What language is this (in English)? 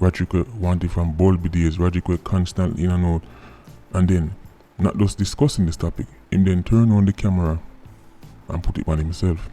Jamaican Creole English